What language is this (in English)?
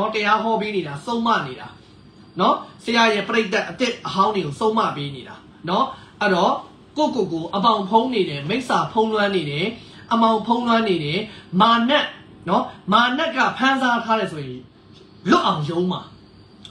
Burmese